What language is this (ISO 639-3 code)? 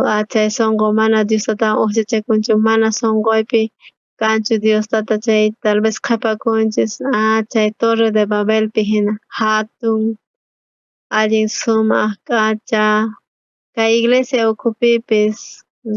quh